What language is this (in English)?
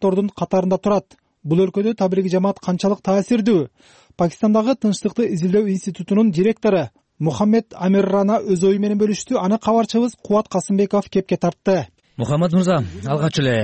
Kyrgyz